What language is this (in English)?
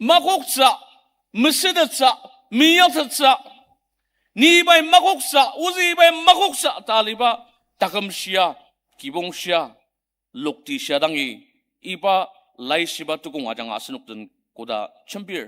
Ao Naga